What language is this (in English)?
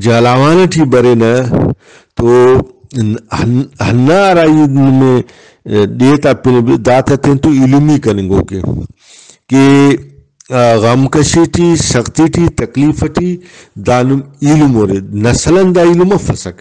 Brahui